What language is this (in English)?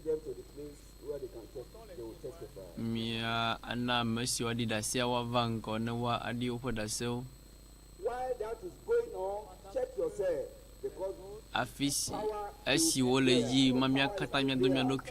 Ewe